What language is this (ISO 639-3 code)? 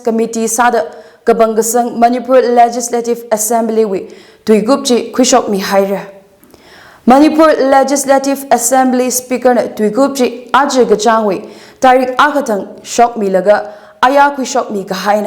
nmf